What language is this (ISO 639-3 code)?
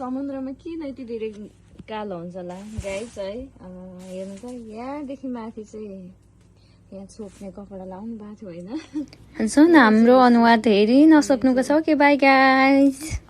nep